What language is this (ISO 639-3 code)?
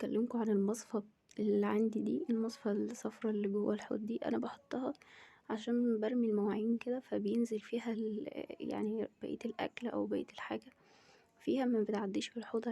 arz